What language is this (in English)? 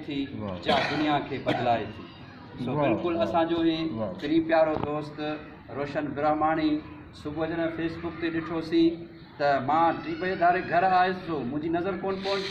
Sindhi